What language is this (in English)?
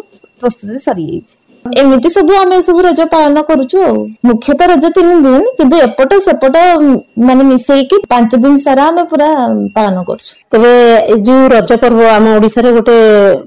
Odia